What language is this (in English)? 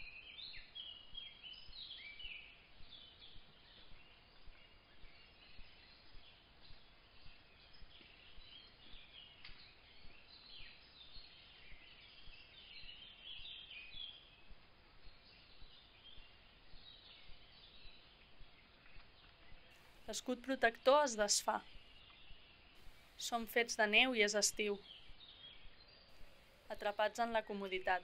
Catalan